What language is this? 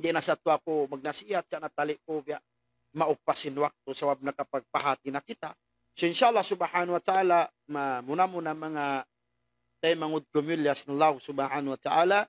Tausug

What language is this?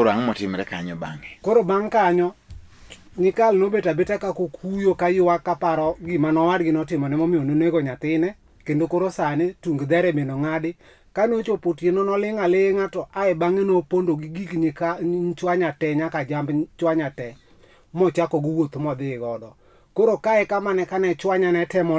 Luo (Kenya and Tanzania)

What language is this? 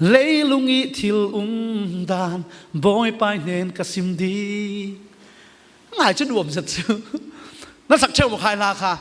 Falam Chin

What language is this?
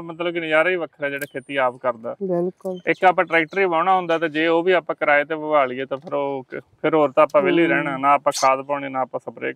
Punjabi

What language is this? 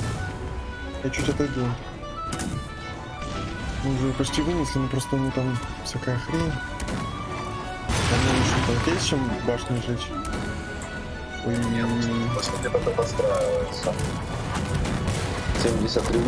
Russian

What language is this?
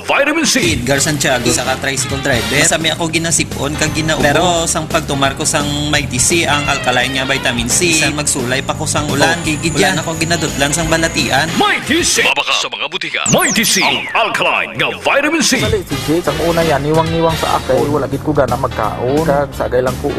Hiligaynon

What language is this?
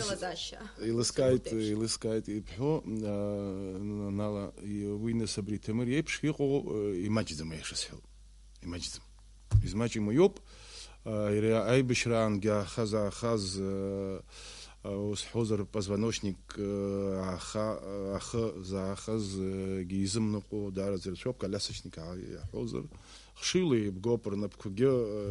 Abkhazian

